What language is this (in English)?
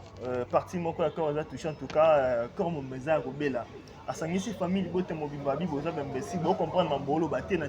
Lingala